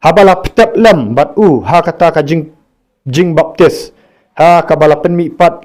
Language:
Khasi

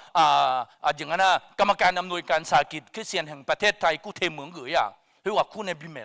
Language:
Akha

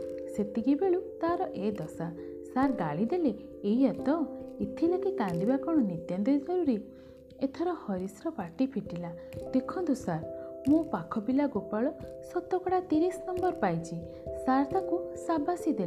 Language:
Odia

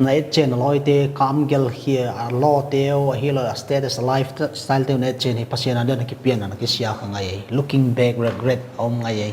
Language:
Paite Chin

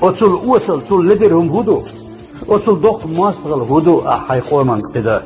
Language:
Chechen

